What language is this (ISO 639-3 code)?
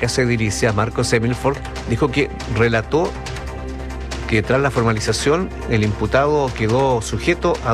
spa